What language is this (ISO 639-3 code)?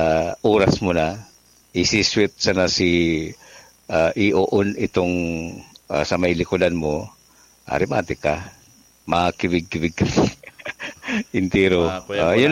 bik